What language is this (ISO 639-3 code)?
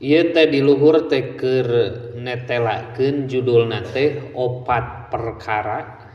sun